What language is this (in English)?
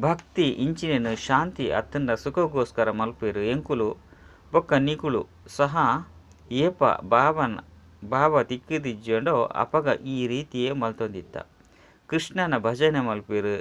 Tulu